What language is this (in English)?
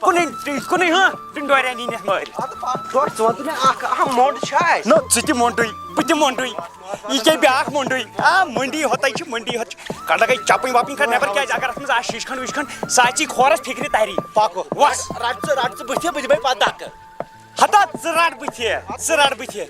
Kashmiri